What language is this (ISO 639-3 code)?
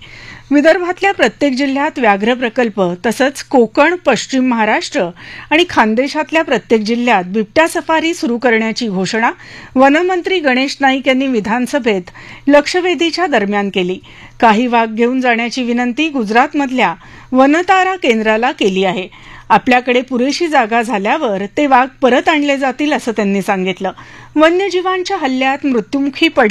mar